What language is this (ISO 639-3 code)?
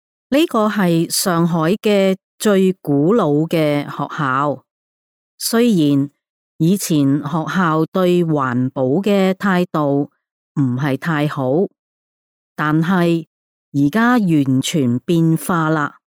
yue